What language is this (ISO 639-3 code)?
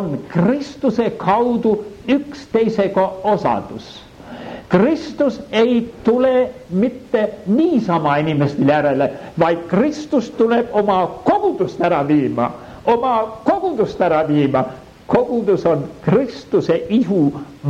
est